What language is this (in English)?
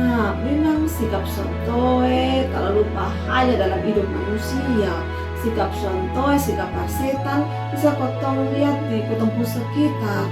Kupang Malay